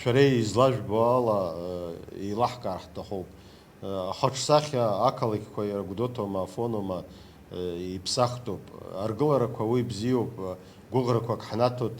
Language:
Abkhazian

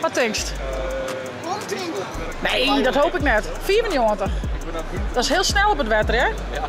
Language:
Western Frisian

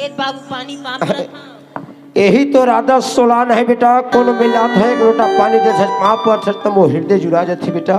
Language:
Chhattisgarhi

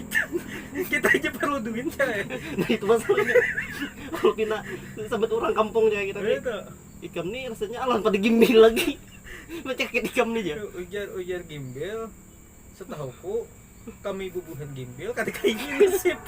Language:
Banjar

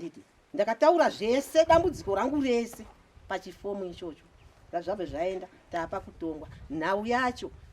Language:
Shona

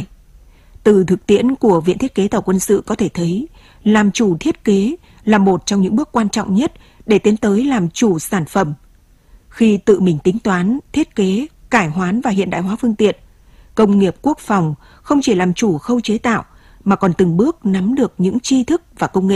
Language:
Vietnamese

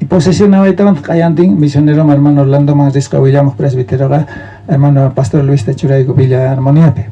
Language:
South Bolivian Quechua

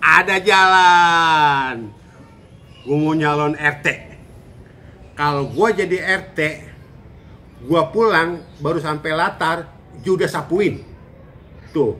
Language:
Betawi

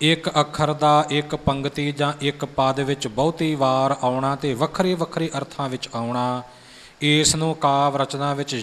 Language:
Punjabi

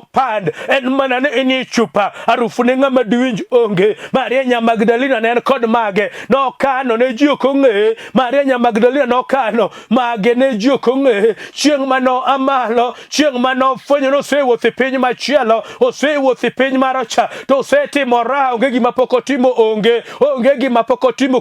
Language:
Luo (Kenya and Tanzania)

